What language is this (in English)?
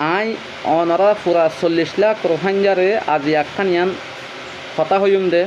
Rohingya